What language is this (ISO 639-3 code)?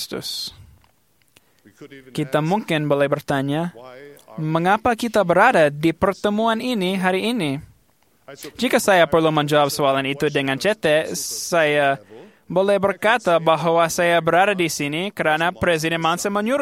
msa